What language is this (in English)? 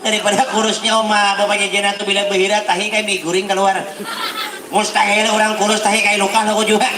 Banjar